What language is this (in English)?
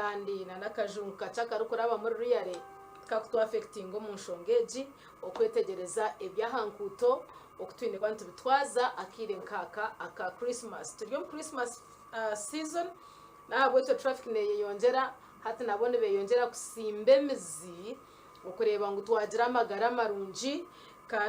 Nyankole